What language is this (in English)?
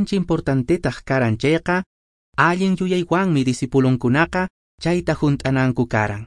Quechua